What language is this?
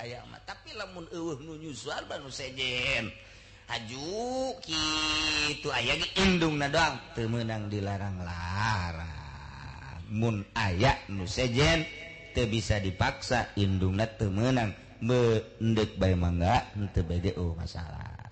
Sundanese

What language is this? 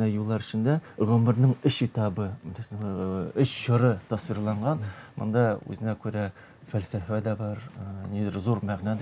Tatar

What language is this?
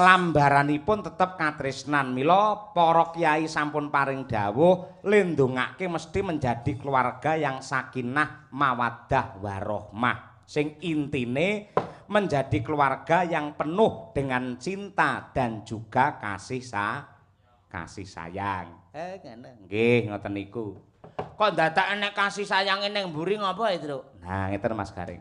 Javanese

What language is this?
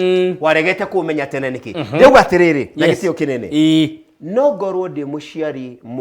Kikuyu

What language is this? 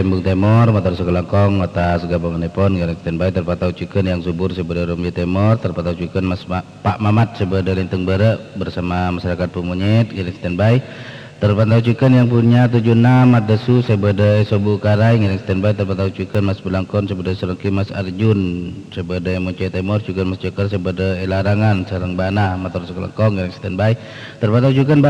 Madurese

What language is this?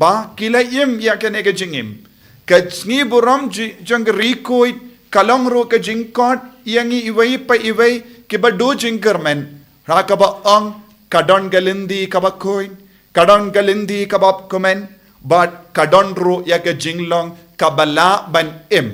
Khasi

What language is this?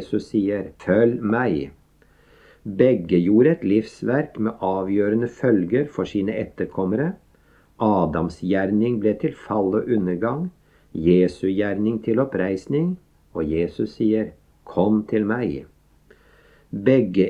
Norwegian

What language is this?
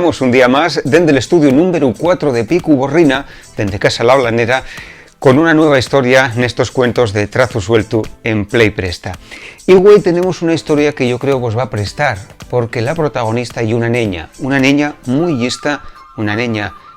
Asturian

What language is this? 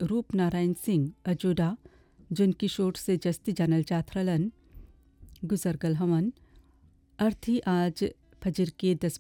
Bhojpuri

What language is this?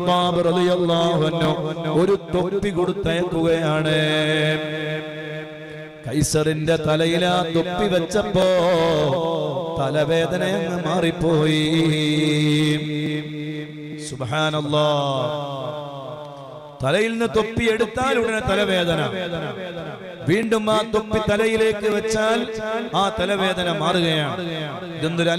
Malayalam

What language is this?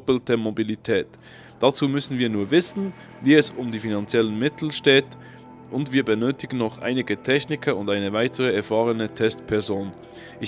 Swiss German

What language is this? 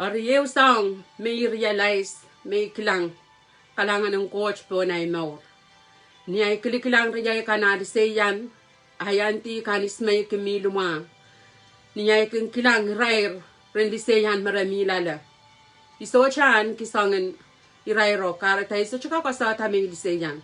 Pohnpeian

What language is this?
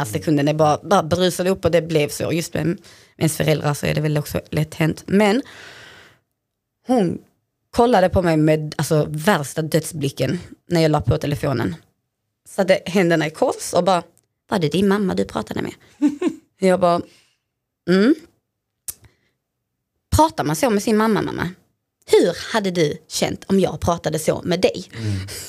Swedish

